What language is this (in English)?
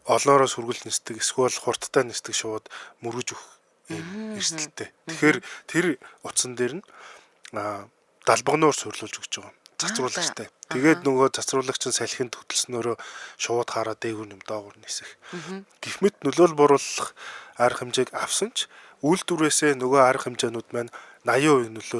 Mongolian